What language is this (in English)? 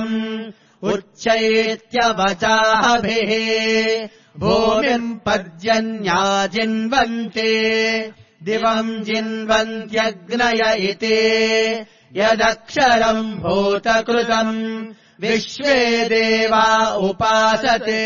Sanskrit